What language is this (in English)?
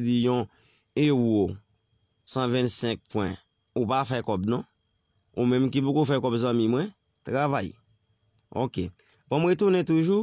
Haitian Creole